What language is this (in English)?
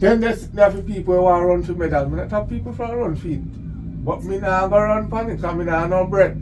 Jamaican Creole English